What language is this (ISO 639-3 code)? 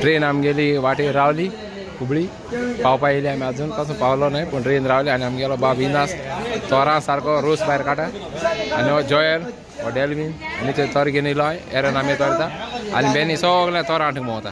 kok